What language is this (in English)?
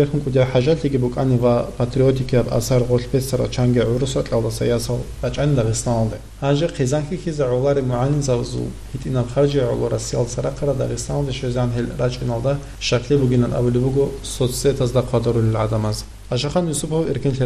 Avaric